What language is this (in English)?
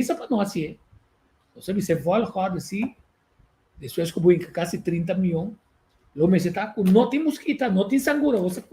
Papiamento